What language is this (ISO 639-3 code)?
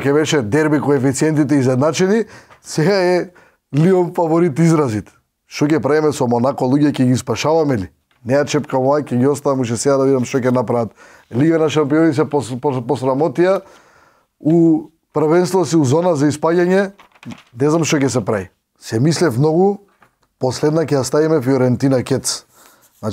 mkd